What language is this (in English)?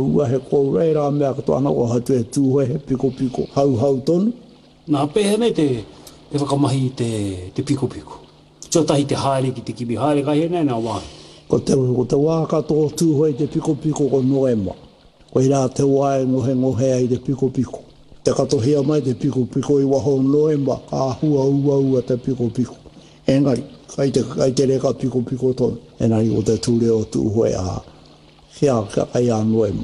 Māori